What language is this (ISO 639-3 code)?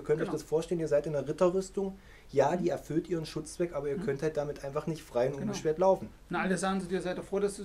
deu